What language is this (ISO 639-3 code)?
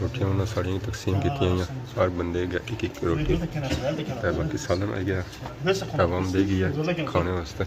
phr